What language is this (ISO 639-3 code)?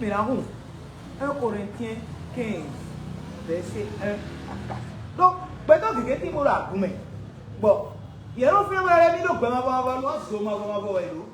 fon